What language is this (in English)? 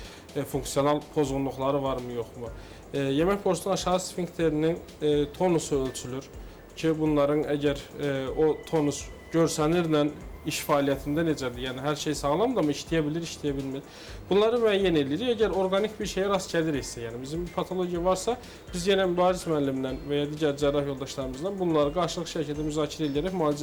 Azerbaijani